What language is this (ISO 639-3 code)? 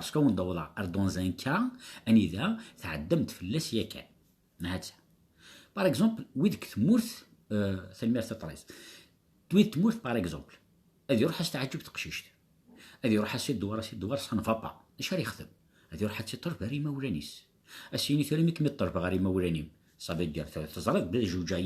kab